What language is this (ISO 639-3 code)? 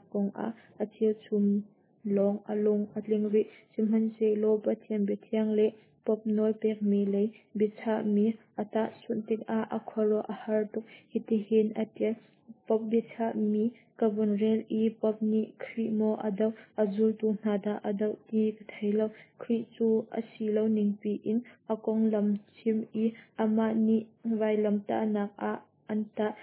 cnh